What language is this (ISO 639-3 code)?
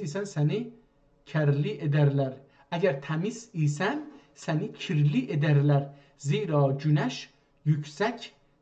azb